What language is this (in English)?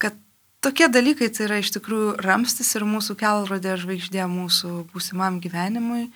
Lithuanian